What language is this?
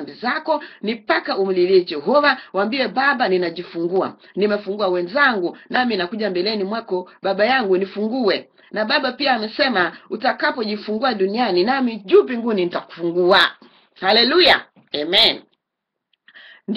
Swahili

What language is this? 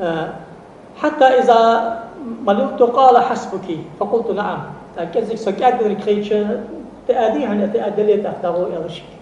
Ingush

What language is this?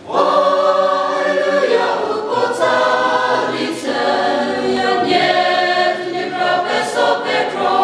Chokri Naga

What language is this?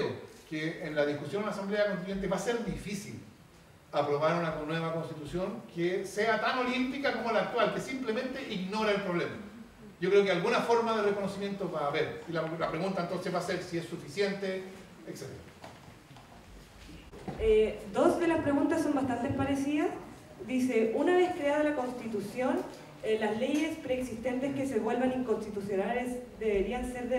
Spanish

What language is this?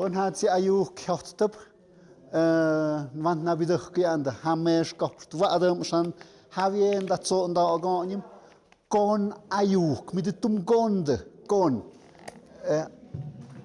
Tlahuitoltepec Mixe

